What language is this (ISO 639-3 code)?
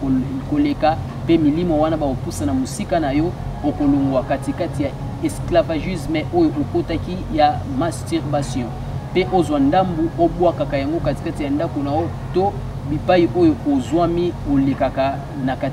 lin